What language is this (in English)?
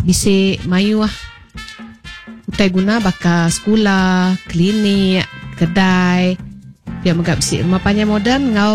Iban